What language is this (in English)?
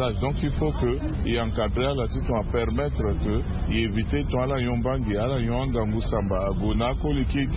Sango